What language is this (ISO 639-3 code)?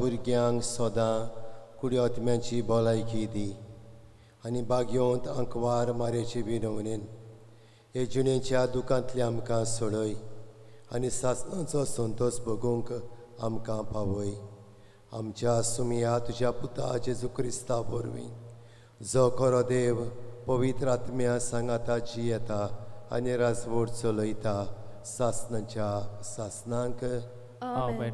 kok